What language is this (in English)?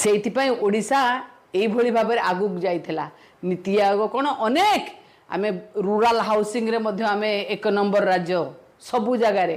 Odia